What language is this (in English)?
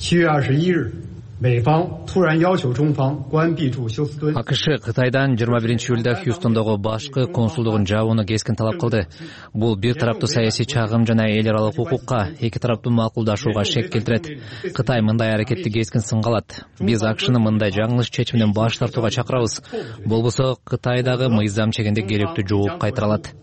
Kyrgyz